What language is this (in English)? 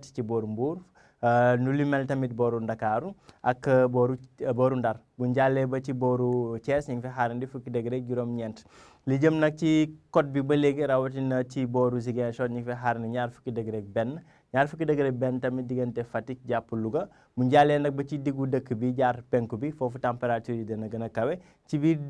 Wolof